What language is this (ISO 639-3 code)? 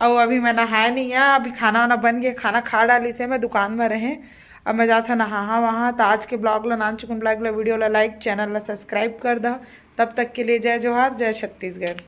hne